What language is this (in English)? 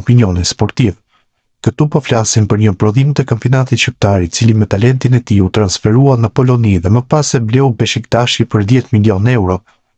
Albanian